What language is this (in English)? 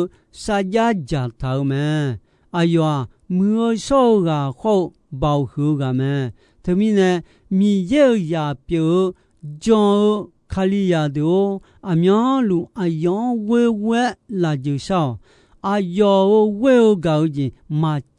Akha